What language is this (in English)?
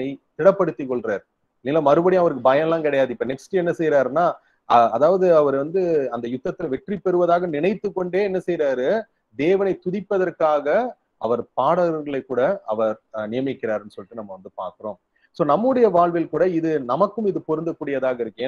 Tamil